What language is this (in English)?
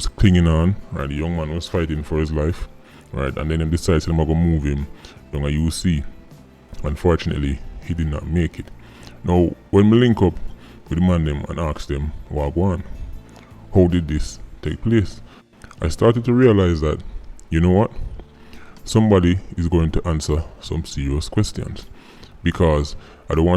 Jamaican Creole English